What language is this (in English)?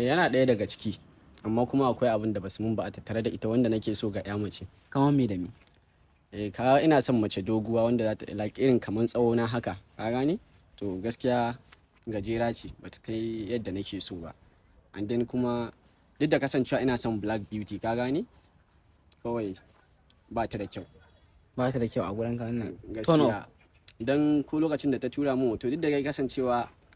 Hausa